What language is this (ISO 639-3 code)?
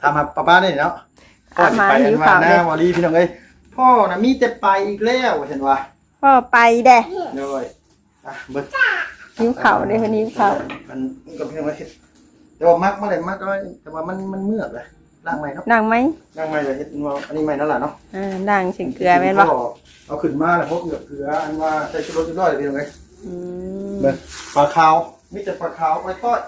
tts